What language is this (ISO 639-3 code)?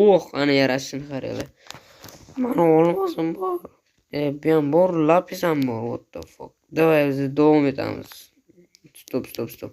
uzb